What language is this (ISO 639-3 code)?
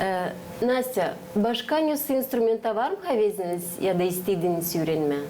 gag